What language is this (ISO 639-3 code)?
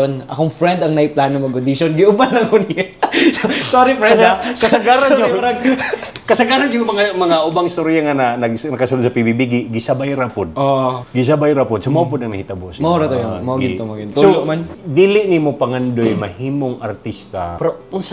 ceb